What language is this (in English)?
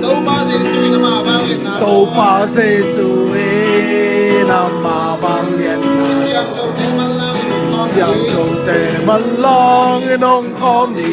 Tedim Chin